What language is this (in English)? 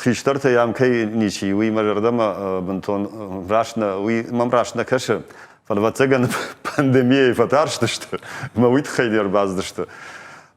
Ossetic